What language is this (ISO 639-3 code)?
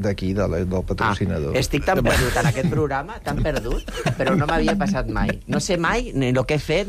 cat